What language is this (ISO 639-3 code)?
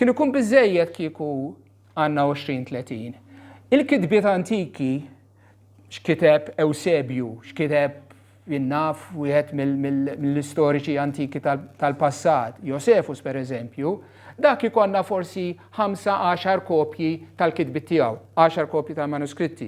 mlt